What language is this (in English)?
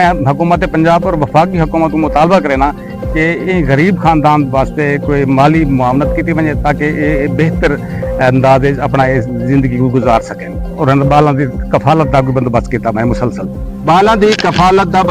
Saraiki